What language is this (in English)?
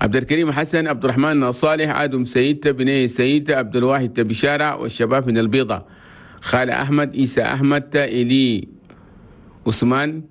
Chadian Arabic